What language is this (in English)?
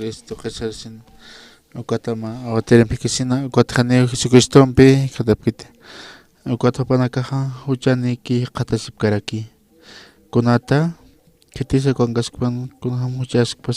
Aymara